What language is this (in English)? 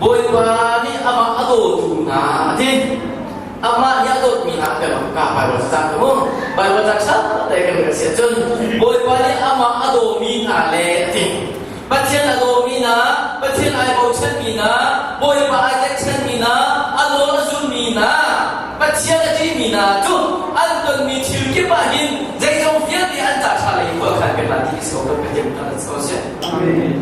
Hakha Chin